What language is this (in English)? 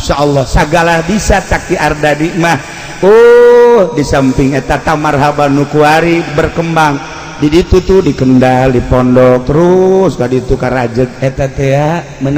Sundanese